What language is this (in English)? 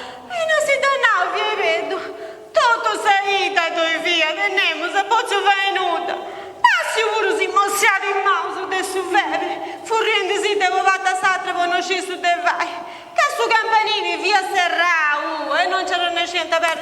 Sardinian